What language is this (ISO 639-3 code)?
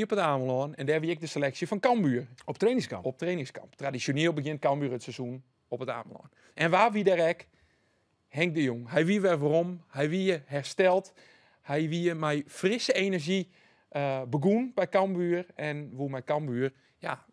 fry